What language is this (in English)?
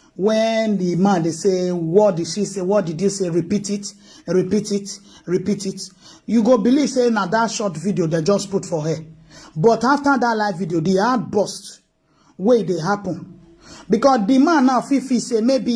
Nigerian Pidgin